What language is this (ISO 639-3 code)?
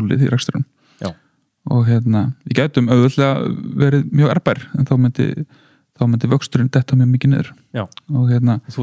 isl